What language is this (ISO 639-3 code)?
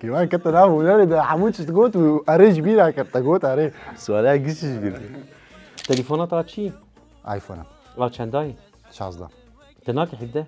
kur